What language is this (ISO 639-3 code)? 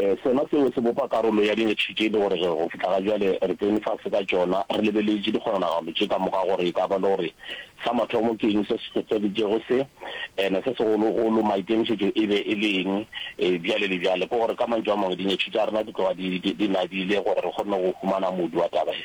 nso